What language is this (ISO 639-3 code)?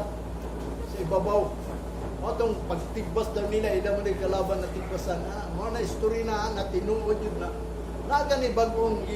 ceb